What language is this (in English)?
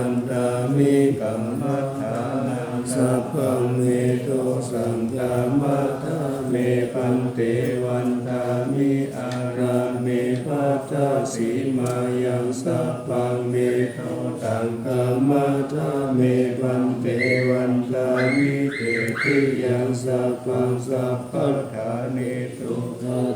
Pali